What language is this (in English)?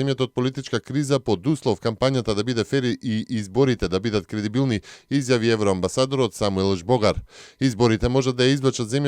Macedonian